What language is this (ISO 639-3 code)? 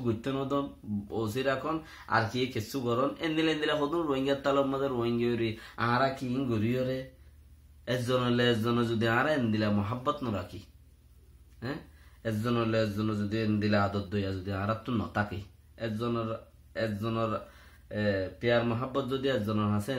rhg